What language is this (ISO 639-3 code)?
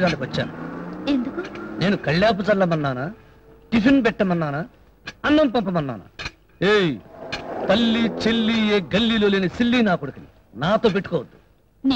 tel